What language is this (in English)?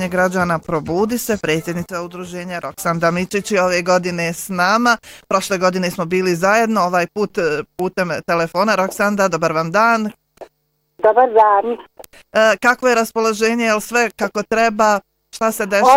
Bosnian